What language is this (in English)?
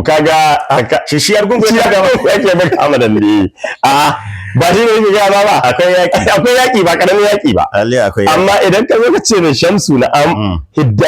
Hausa